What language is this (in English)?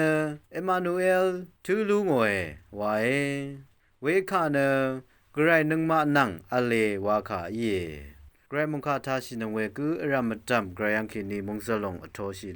Rawang